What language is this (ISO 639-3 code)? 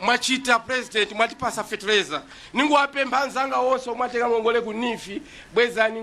nya